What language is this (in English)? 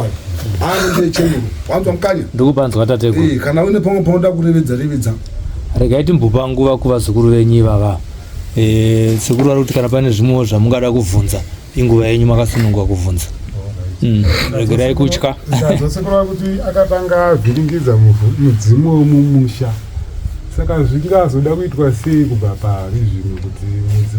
Shona